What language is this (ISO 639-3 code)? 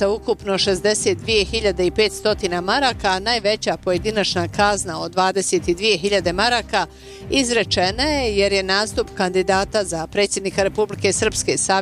bos